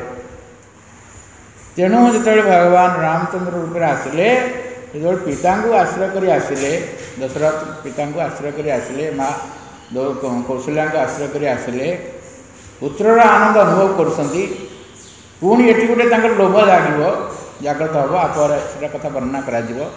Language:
Odia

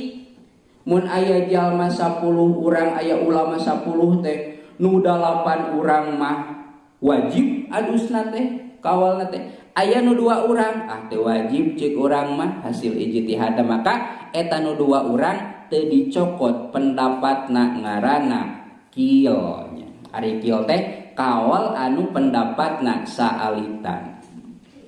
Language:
Sundanese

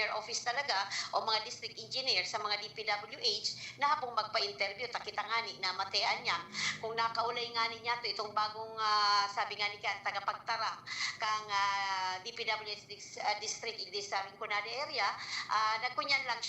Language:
Bikol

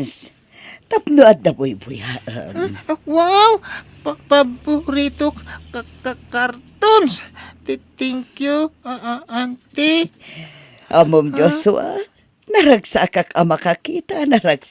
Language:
Iloko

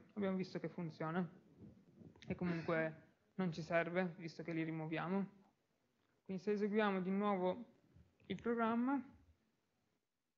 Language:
Italian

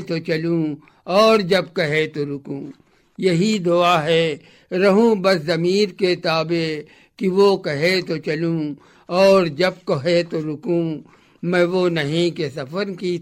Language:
Urdu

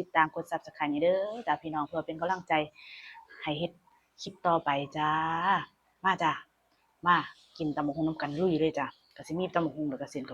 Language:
Northeastern Thai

